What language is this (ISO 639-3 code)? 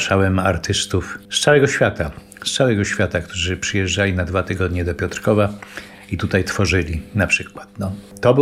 pol